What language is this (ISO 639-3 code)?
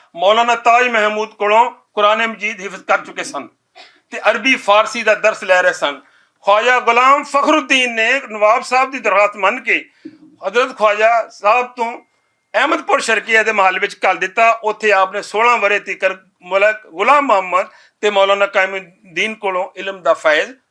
lah